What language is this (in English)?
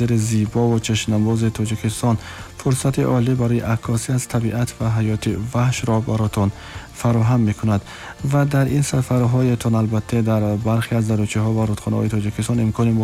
Tajik